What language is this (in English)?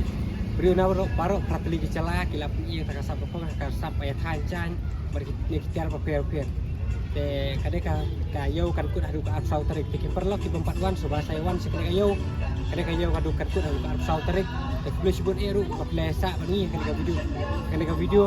Khasi